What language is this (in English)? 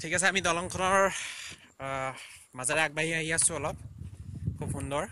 Assamese